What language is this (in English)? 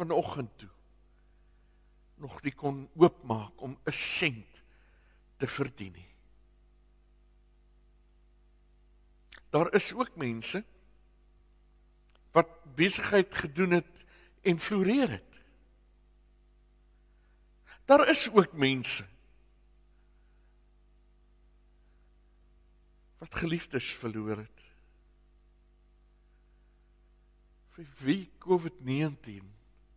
Afrikaans